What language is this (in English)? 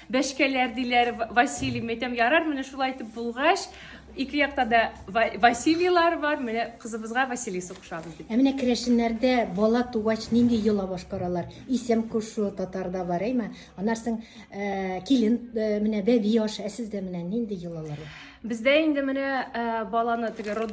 Tatar